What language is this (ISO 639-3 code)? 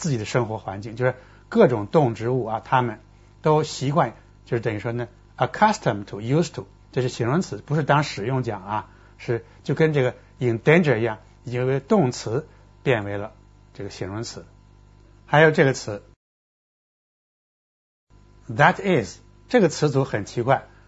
zho